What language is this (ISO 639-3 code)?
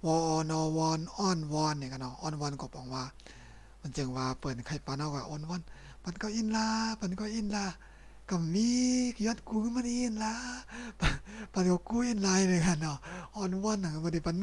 shn